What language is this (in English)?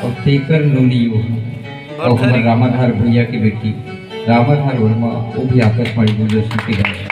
Chhattisgarhi